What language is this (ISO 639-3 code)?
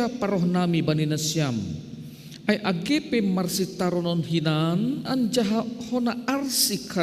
bts